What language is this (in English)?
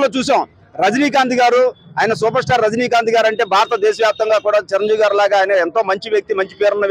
Telugu